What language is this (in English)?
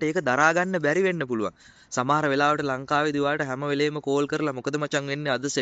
Sinhala